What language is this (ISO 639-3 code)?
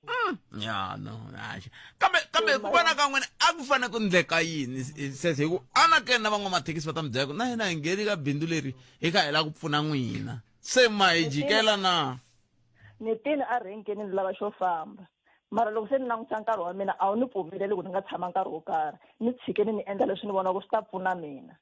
tso